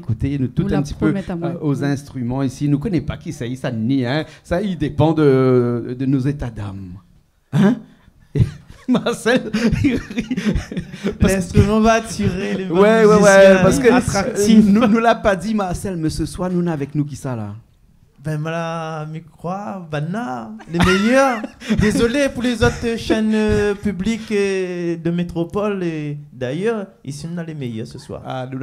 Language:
Réunion Creole French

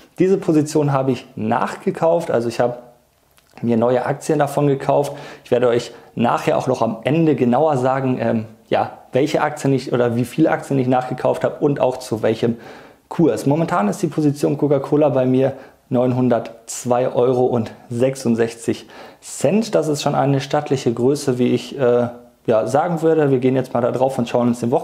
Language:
German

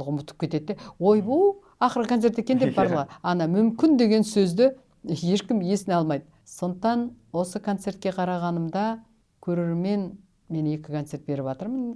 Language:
Kazakh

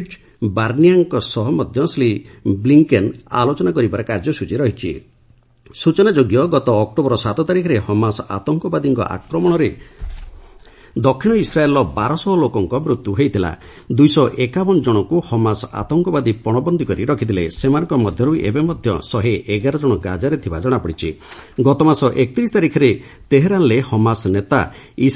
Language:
Odia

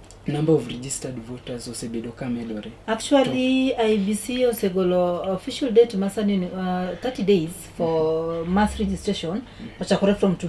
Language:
Luo (Kenya and Tanzania)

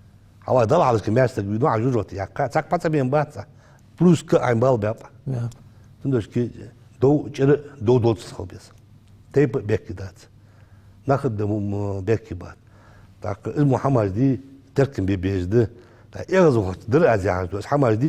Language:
Ingush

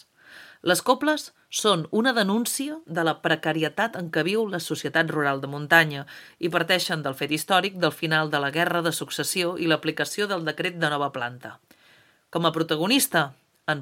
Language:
Catalan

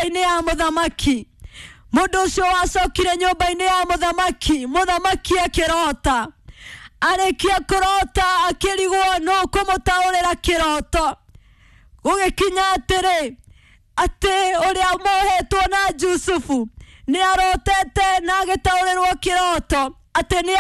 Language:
Kikuyu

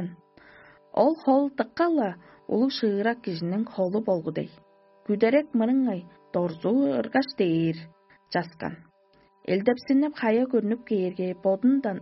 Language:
Tuvinian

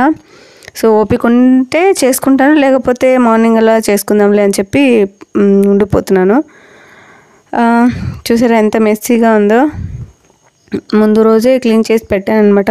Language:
Telugu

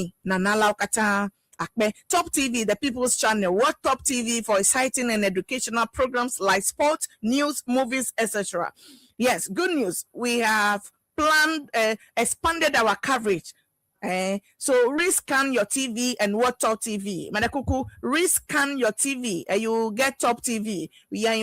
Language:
Ewe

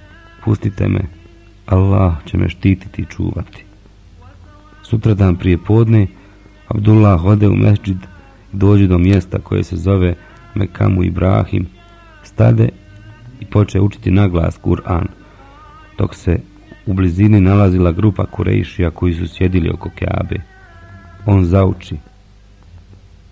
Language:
Bosnian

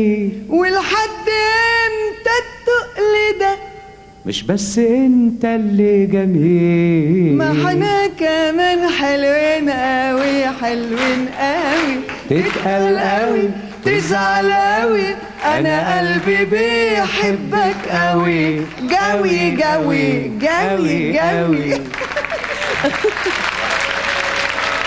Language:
Egyptian Arabic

